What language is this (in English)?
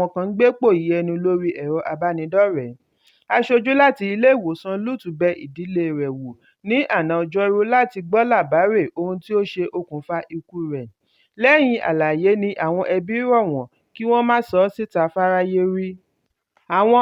Yoruba